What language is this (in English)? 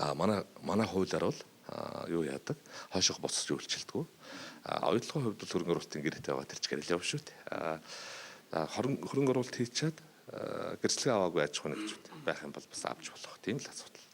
Mongolian